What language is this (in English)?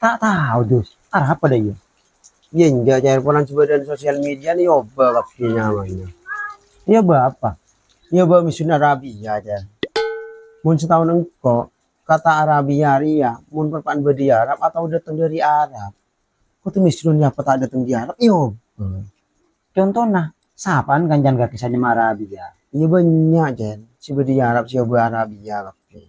Madurese